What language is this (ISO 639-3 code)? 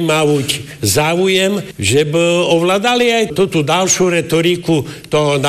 slk